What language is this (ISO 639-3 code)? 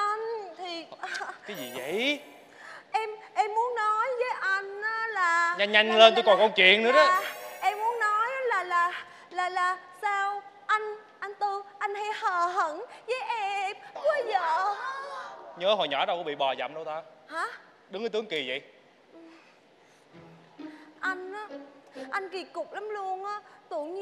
vie